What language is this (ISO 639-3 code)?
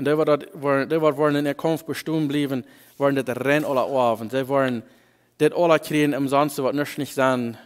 pdt